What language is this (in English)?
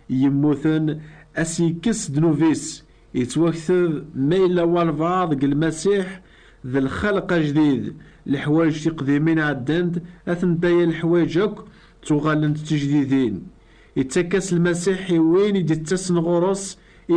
Kabyle